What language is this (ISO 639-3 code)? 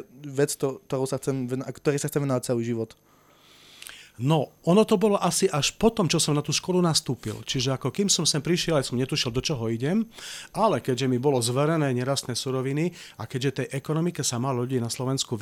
slk